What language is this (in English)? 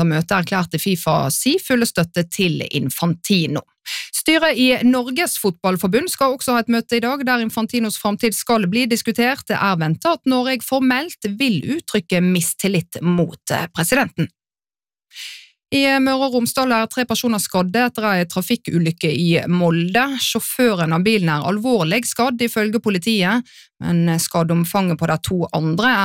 Norwegian